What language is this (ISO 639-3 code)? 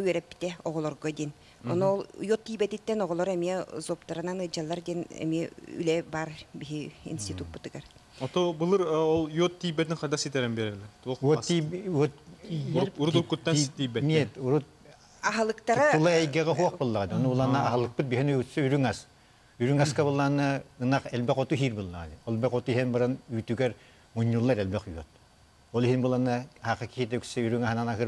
sah